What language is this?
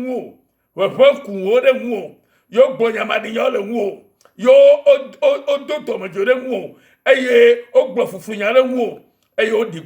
Ewe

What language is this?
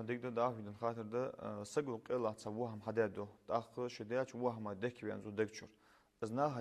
Ingush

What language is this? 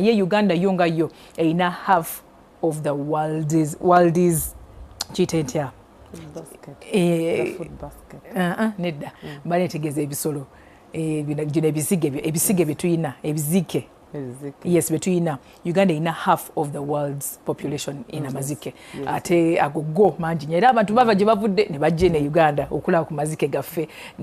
Ganda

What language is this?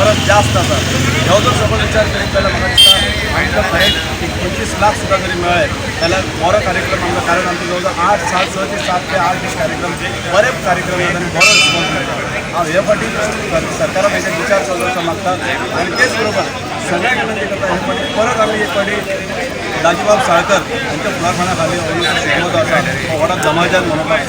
Konkani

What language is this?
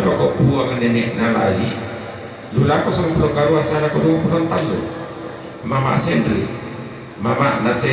Toraja-Sa'dan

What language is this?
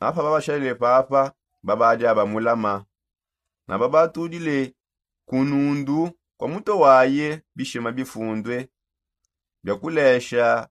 Songe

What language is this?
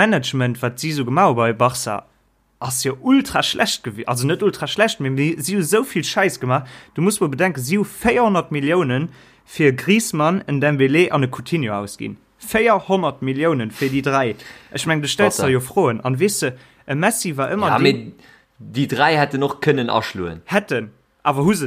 Luxembourgish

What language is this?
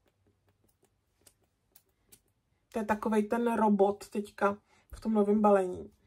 Czech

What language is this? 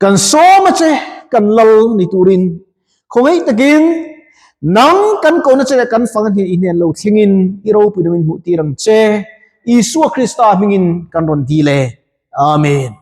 Mizo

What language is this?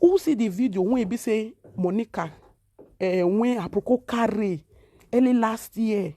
Nigerian Pidgin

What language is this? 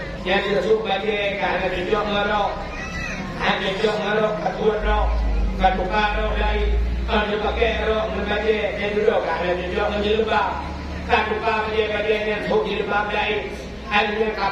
Achinese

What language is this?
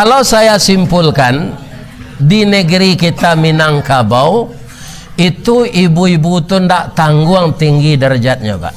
Minangkabau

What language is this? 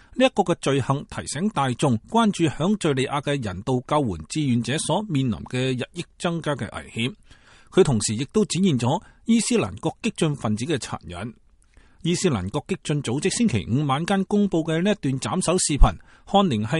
Cantonese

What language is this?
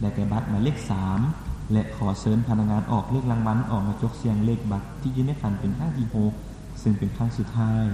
Lao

